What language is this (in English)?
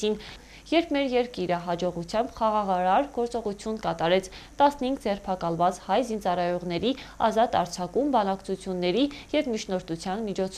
Armenian